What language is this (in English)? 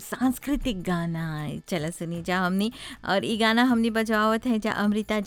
Bhojpuri